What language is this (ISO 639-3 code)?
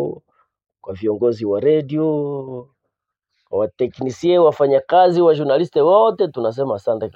swa